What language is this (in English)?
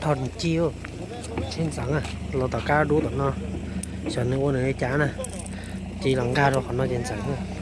Hmong